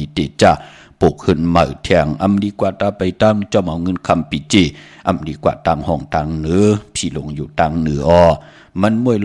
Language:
Shan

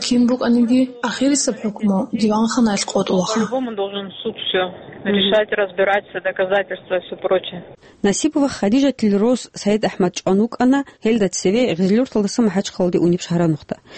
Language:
Avaric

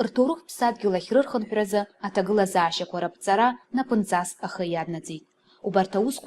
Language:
Abkhazian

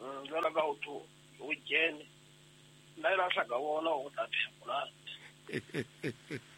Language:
Southern Sotho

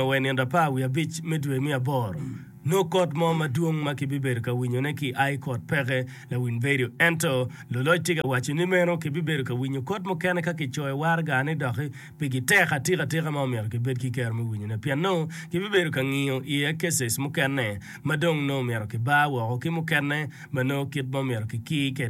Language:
Acoli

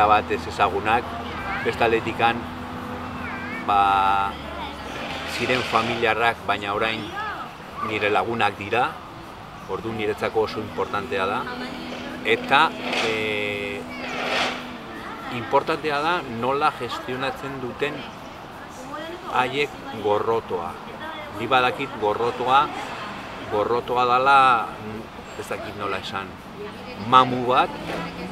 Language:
Basque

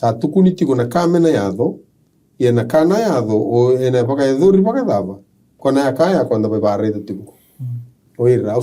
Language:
Fijian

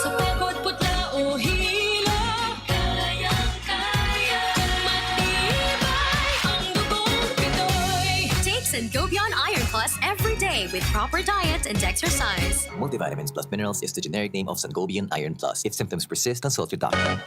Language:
Bikol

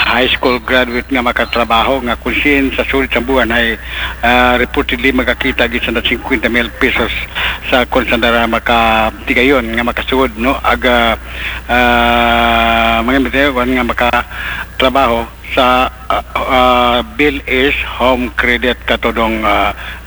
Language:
Aklanon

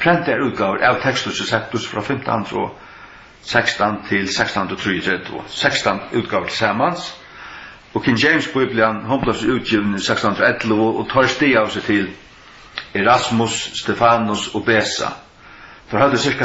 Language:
Faroese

